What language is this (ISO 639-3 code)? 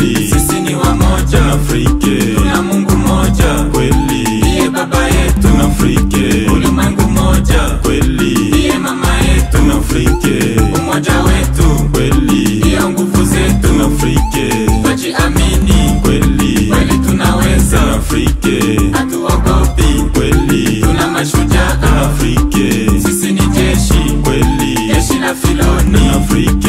swa